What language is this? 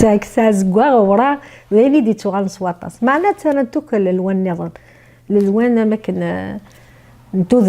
Kabyle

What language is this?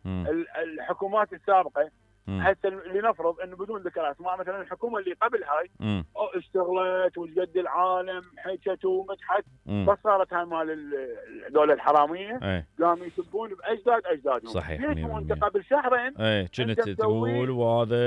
Mesopotamian Arabic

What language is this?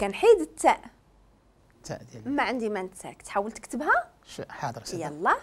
Moroccan Arabic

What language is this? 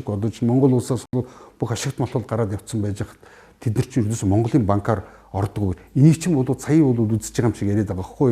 Mongolian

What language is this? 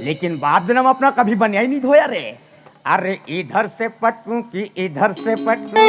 Chhattisgarhi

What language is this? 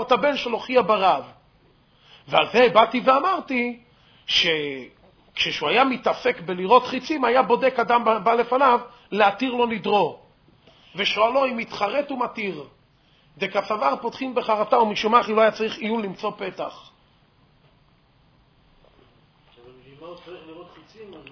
Hebrew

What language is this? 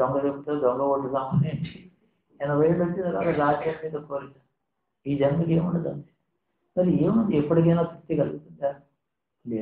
Telugu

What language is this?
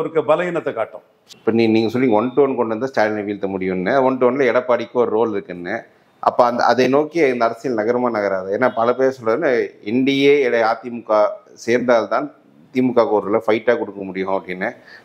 Tamil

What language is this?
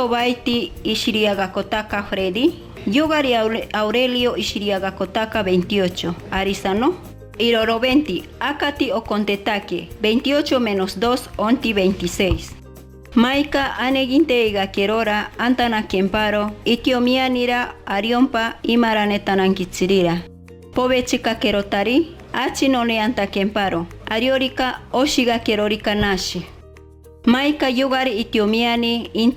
Machiguenga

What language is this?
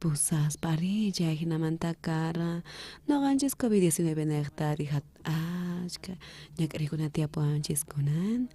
South Bolivian Quechua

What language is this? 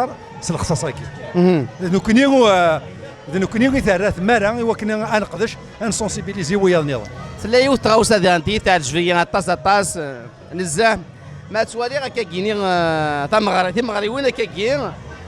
Kabyle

